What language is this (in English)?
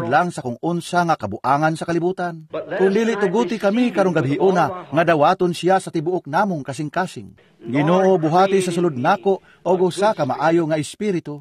Cebuano